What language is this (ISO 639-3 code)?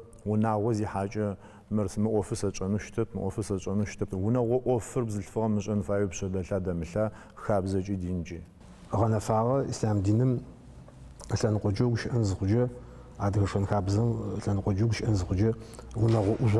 ady